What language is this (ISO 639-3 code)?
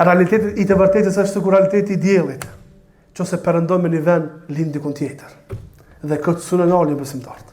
sqi